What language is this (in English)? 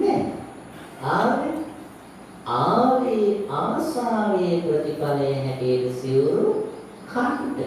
Sinhala